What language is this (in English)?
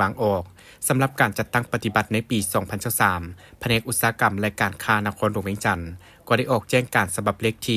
Lao